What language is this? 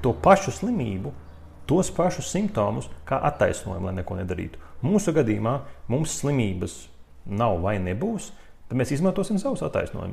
Latvian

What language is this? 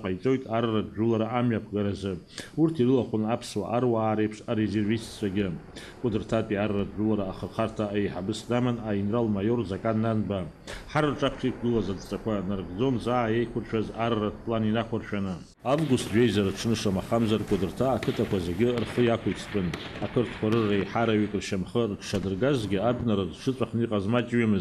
Abkhazian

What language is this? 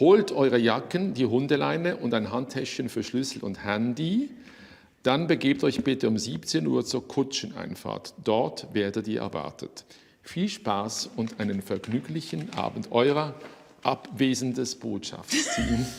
Swiss German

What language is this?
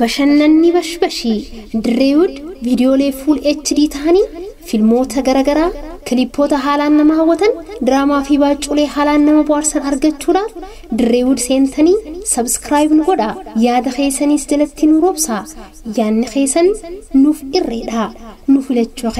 Oromo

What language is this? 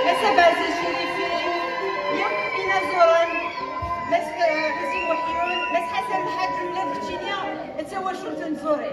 Kabyle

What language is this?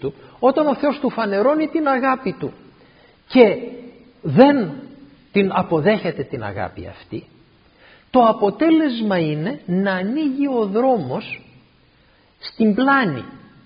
Greek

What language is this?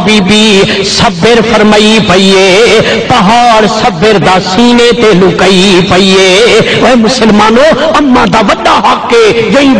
Saraiki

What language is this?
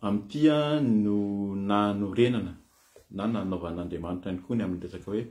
Malagasy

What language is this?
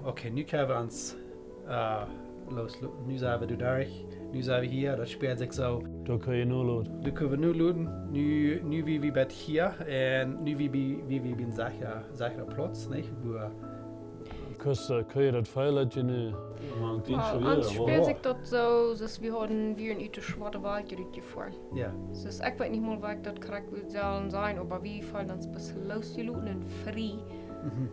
Plautdietsch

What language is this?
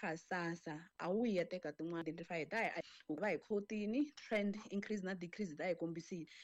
Tsonga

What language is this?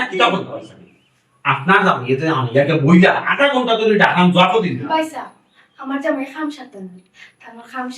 Sylheti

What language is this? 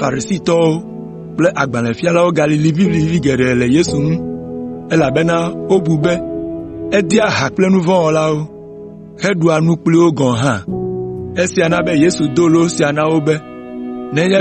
Ewe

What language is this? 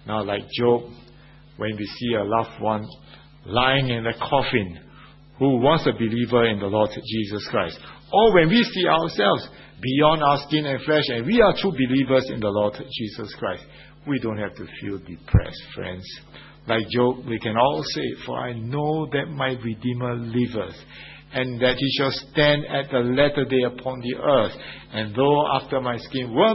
English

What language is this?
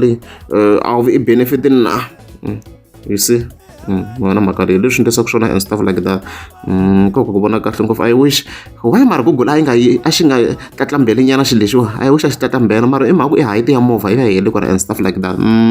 Tsonga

